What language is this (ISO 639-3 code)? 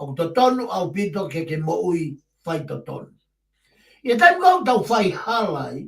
ton